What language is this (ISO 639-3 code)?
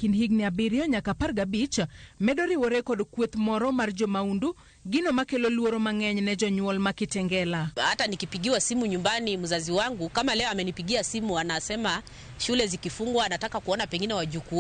luo